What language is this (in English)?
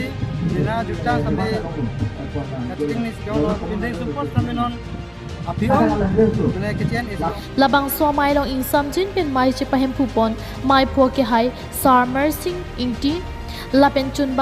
Karbi